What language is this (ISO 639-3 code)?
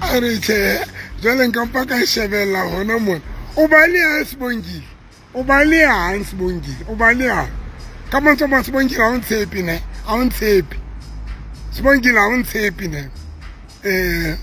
sot